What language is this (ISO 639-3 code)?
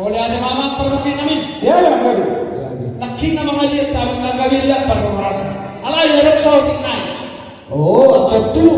bbc